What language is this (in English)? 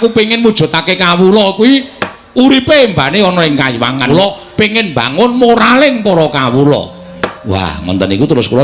Javanese